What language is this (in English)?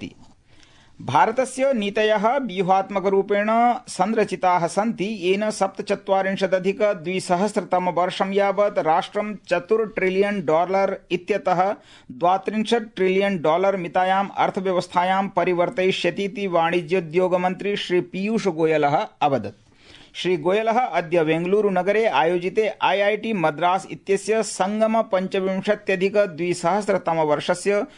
Sanskrit